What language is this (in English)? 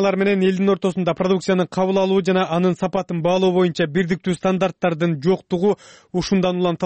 Kyrgyz